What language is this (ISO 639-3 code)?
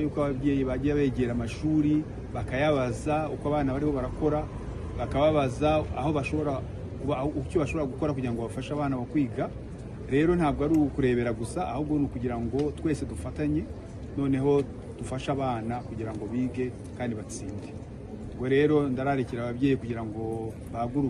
kin